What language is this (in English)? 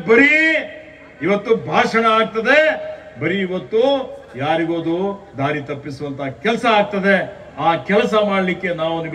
Kannada